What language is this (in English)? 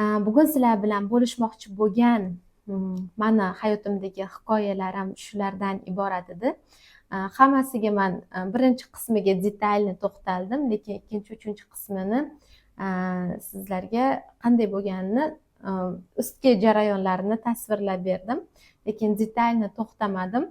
Uzbek